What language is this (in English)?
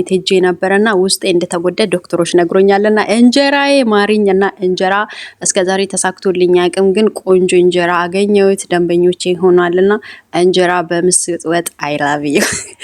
Amharic